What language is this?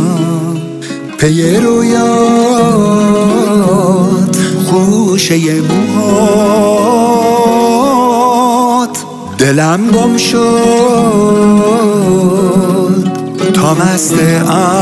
Persian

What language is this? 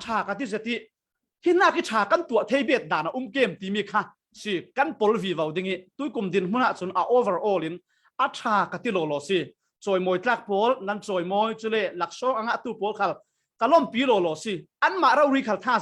Falam Chin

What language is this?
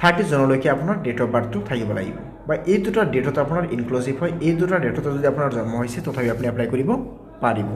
Assamese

